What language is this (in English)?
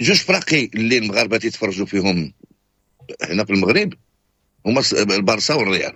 Moroccan Arabic